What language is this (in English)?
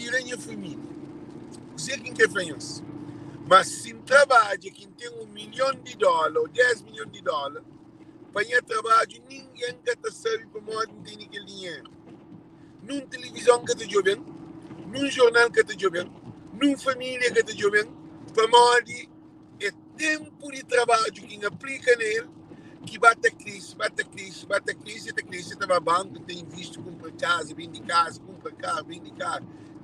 Kabuverdianu